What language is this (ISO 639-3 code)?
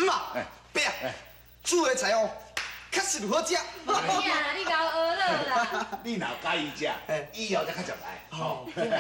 nan